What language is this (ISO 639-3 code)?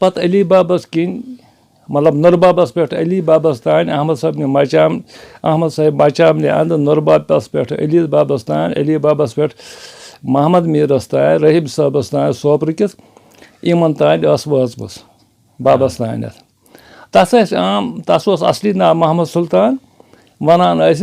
kas